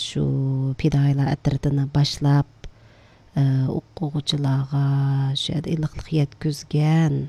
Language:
Uyghur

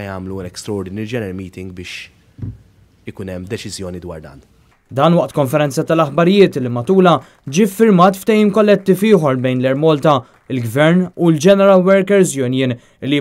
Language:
Maltese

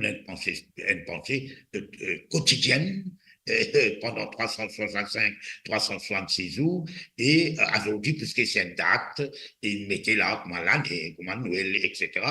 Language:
Morisyen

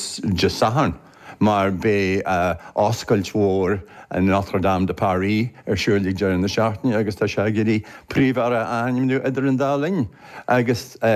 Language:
Irish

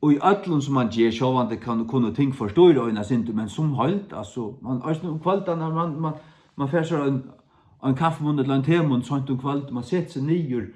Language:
Faroese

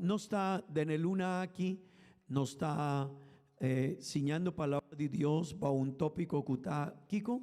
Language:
Papiamento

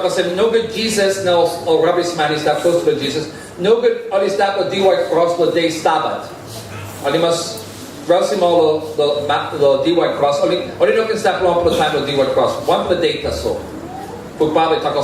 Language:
Tok Pisin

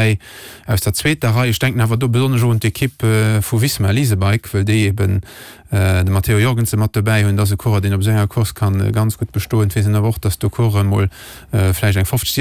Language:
Luxembourgish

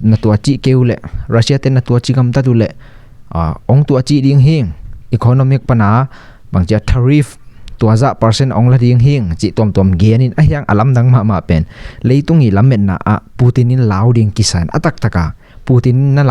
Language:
Tedim Chin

